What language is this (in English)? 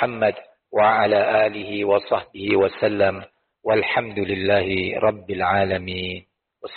Indonesian